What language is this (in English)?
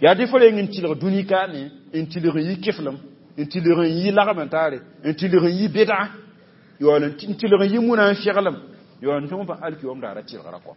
Mossi